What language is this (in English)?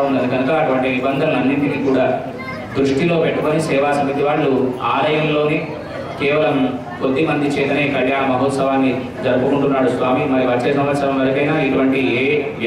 Telugu